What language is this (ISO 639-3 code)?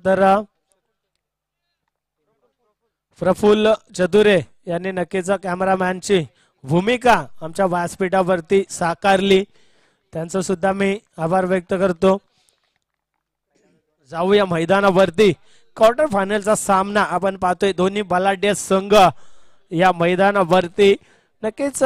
mar